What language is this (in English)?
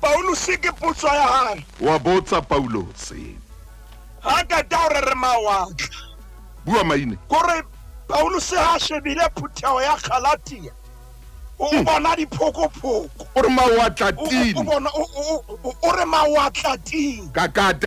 Southern Sotho